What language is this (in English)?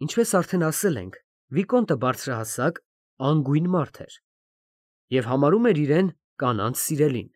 Armenian